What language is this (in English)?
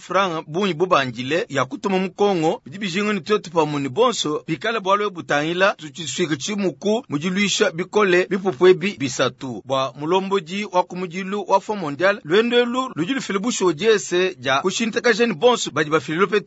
Luba-Lulua